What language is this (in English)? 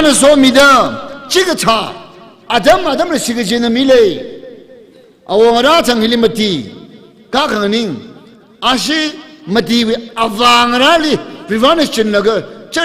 Tangkhul Naga (India)